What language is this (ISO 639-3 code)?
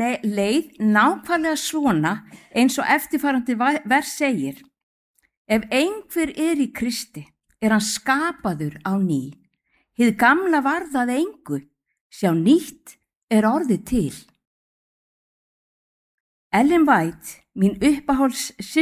isl